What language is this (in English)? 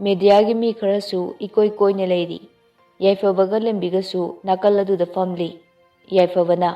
Manipuri